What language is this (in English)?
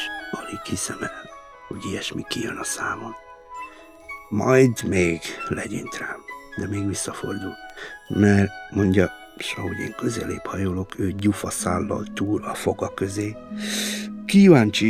Hungarian